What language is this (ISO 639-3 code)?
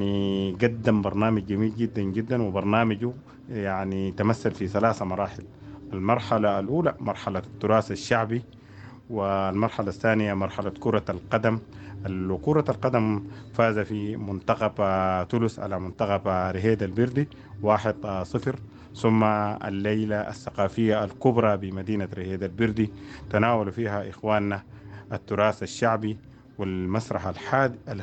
apd